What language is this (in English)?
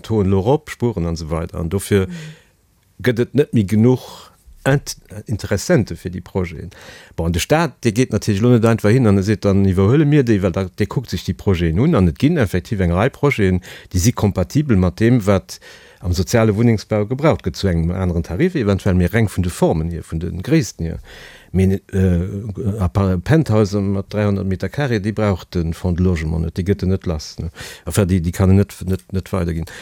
Luxembourgish